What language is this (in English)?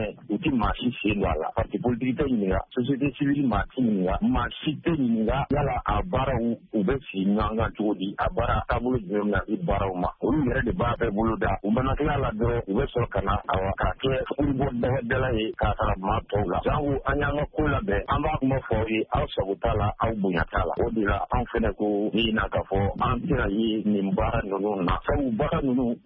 Bambara